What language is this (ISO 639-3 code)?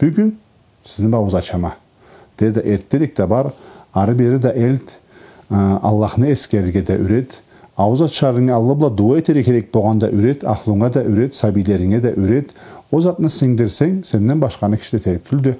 krc